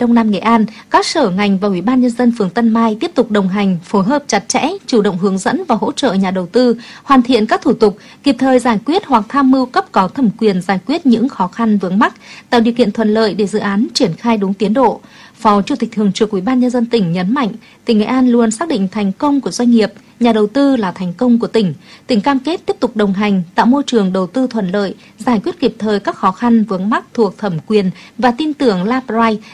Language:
Vietnamese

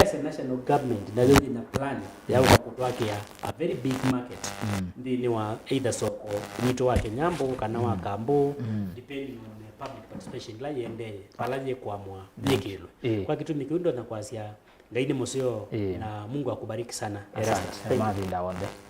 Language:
Kamba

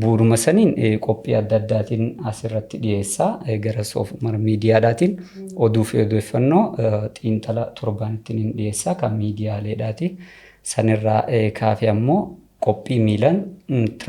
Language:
Oromo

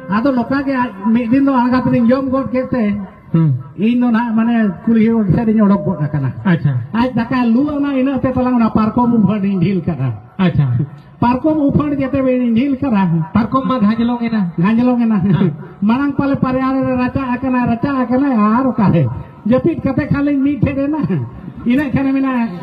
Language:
Santali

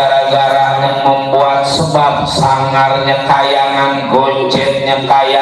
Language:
Betawi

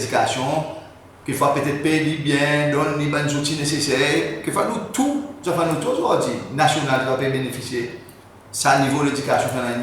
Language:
Seselwa Creole French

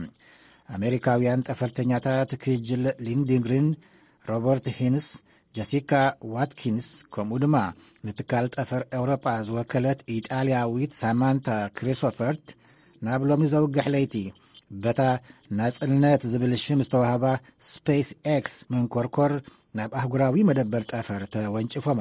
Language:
Tigrinya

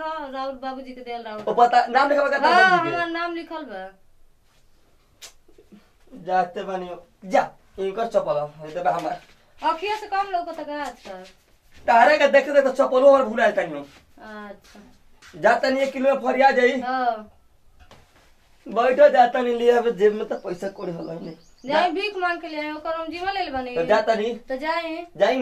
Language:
Bhojpuri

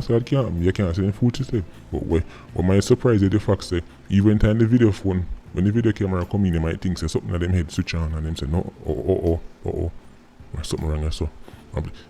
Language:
Jamaican Creole English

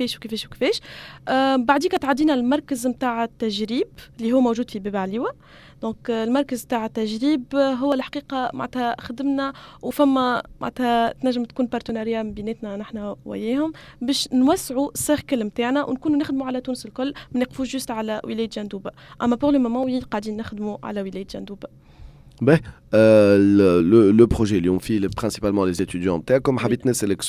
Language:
Tunisian Arabic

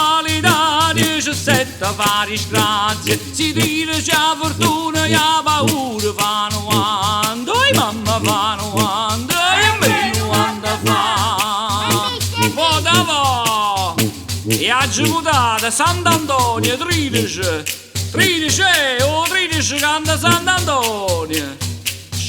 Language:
Neapolitan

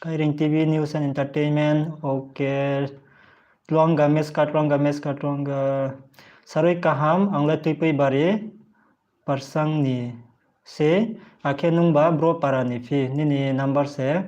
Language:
Riang (India)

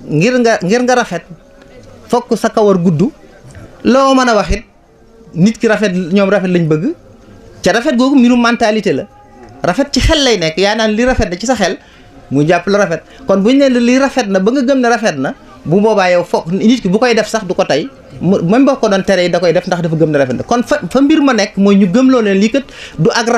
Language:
Wolof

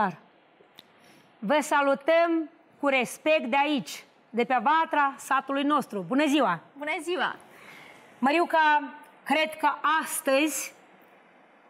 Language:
Romanian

